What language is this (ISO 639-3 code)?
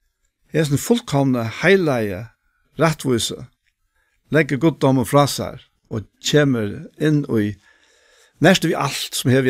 fao